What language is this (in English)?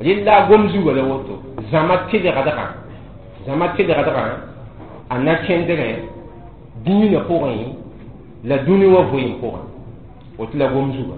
Mossi